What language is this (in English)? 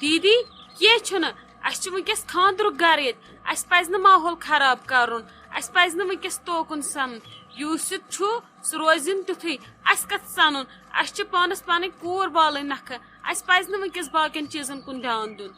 Kashmiri